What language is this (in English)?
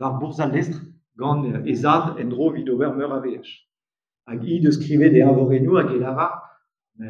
Breton